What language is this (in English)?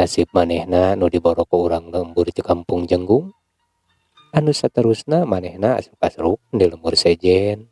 Sundanese